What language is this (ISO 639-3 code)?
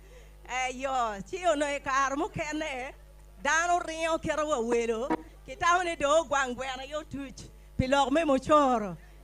ach